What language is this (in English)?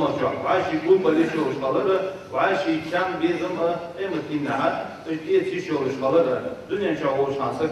Ingush